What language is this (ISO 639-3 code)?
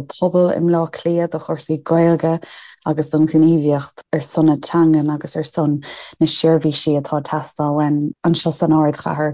gle